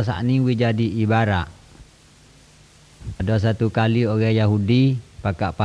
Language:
Malay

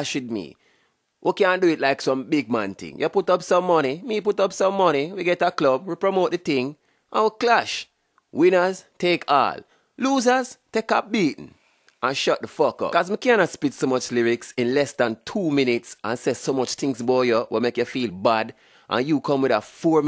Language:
Jamaican Creole English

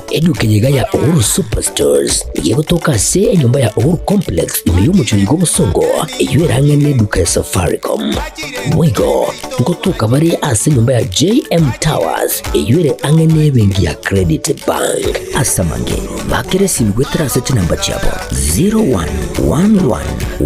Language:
Gusii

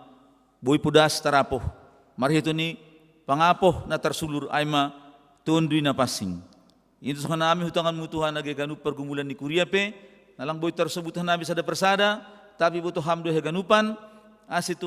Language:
Batak Simalungun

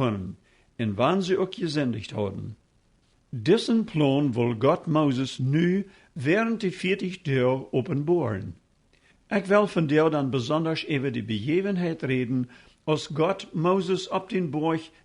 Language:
Plautdietsch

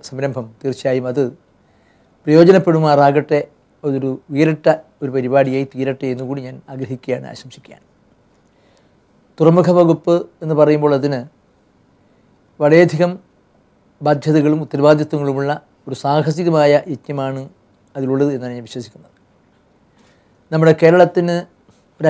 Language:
Malayalam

